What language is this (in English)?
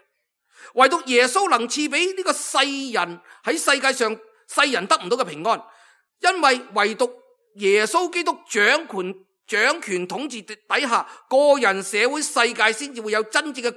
Cantonese